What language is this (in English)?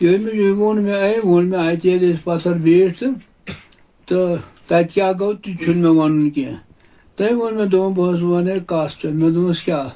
Kashmiri